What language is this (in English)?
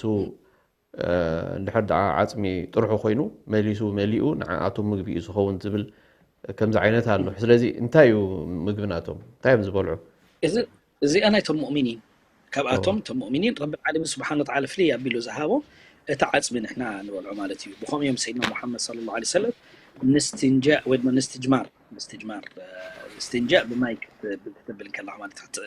Tigrinya